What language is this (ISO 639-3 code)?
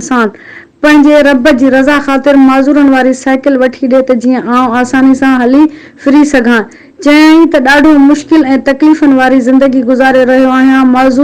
snd